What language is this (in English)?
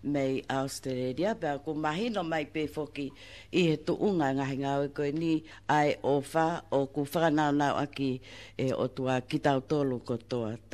Tongan